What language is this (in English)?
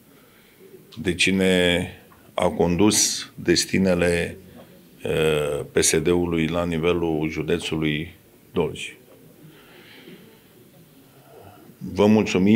Romanian